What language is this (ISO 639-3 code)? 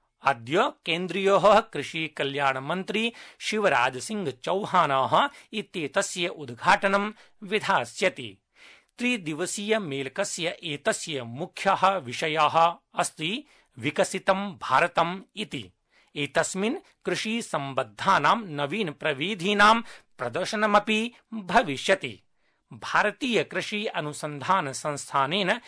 san